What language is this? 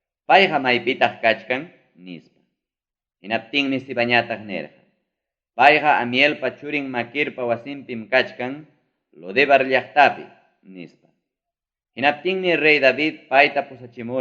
Ayacucho Quechua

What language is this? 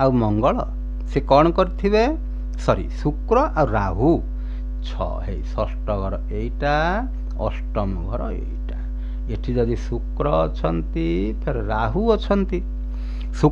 Odia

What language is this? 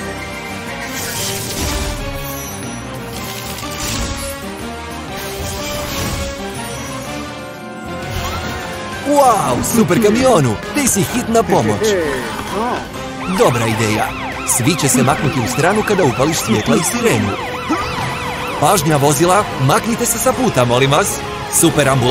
Croatian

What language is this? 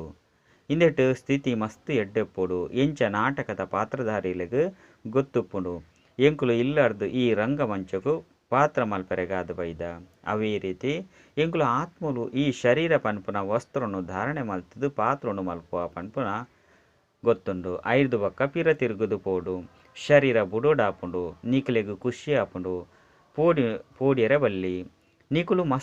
Tulu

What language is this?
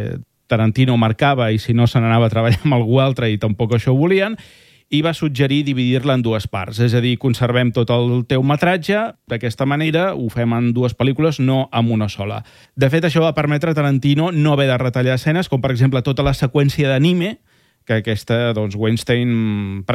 Catalan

